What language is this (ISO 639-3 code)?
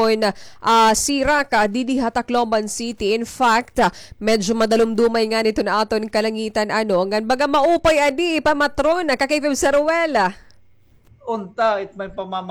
war